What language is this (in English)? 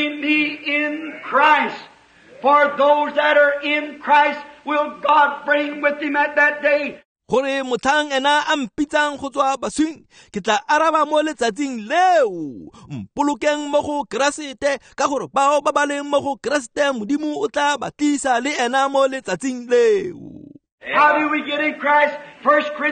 Tswana